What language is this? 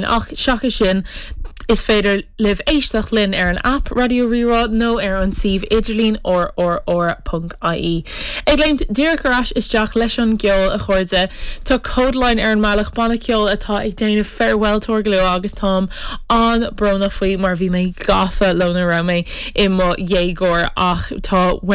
Irish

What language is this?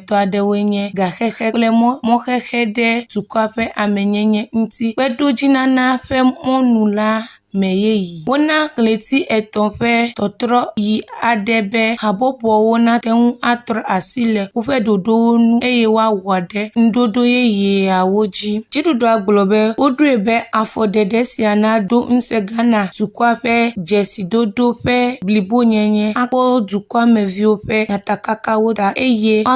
Ewe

